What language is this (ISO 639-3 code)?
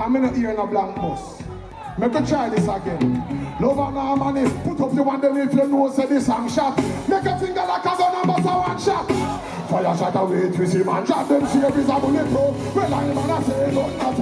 jam